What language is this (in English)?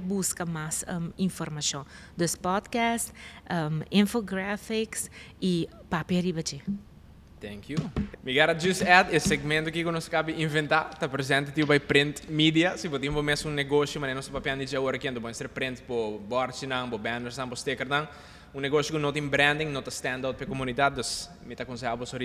Papiamento